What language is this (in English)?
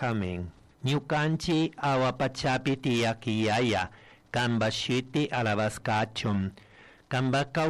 Chimborazo Highland Quichua